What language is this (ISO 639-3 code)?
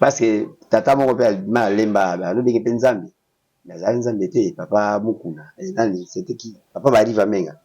lin